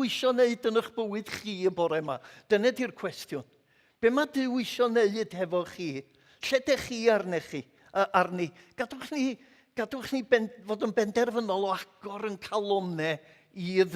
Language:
Welsh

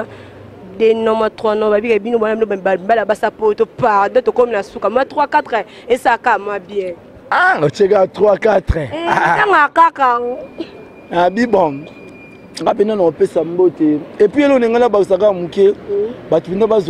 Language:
Lingala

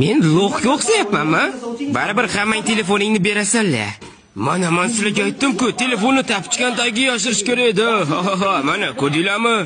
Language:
Uzbek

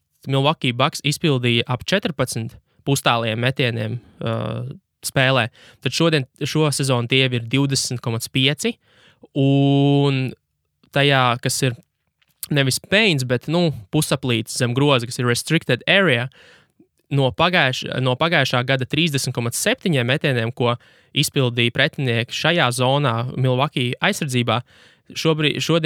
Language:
Latvian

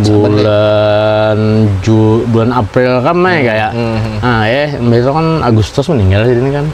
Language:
Banjar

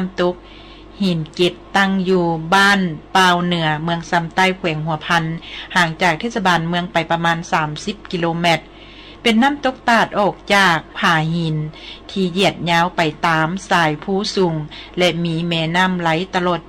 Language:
Lao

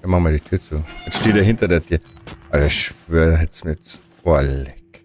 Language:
Bavarian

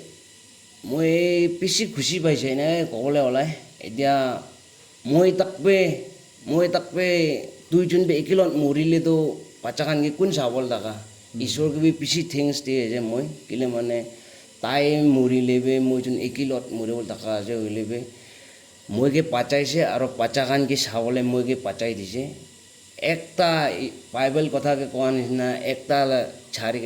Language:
Naga Pidgin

